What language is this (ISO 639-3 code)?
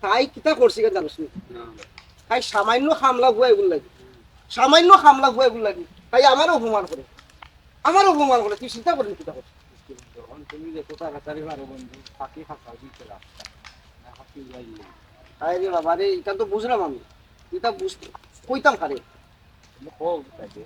syl